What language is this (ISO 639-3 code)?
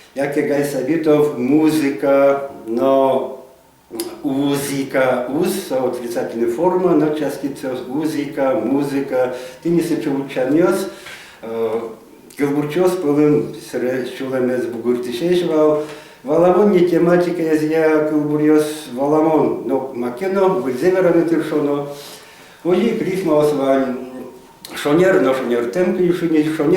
udm